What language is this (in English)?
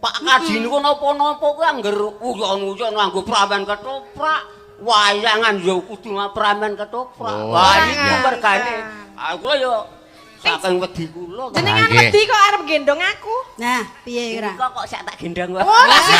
Javanese